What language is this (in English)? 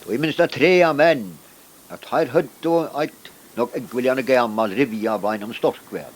Faroese